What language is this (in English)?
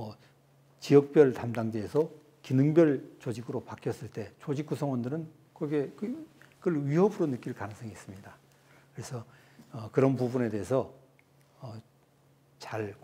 Korean